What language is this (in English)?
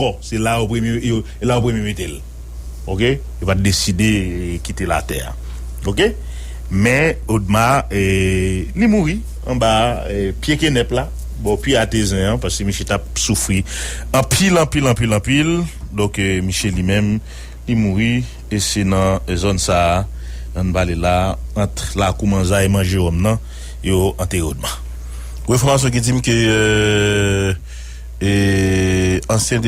Haitian Creole